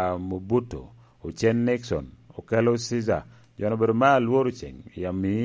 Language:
Lango (Uganda)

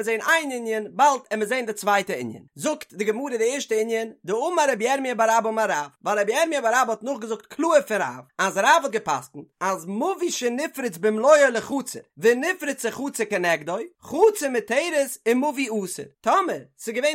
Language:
Yiddish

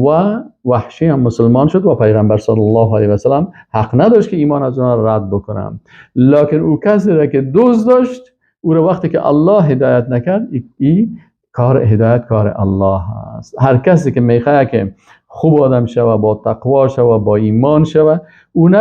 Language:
Persian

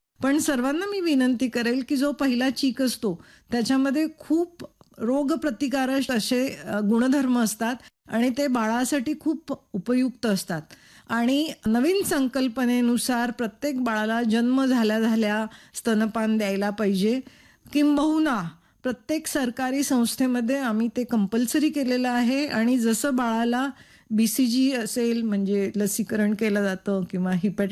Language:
Marathi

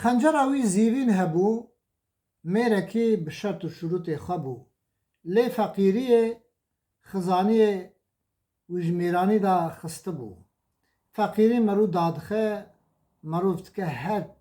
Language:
Kurdish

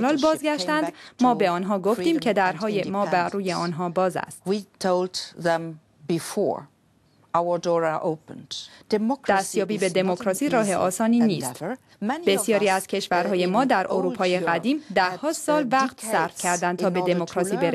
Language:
Persian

